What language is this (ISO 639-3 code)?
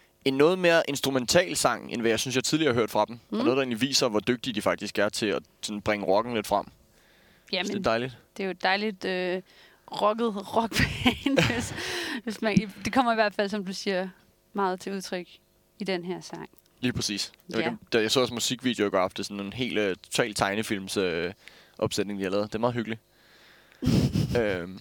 dan